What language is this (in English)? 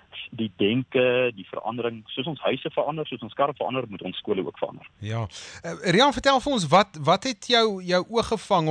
Afrikaans